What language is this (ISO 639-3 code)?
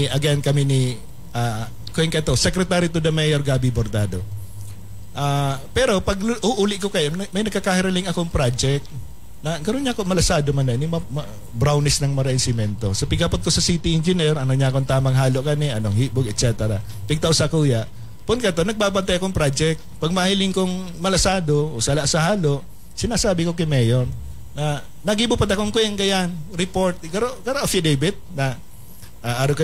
bik